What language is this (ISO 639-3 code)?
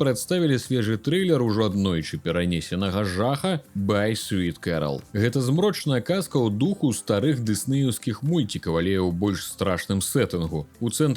bel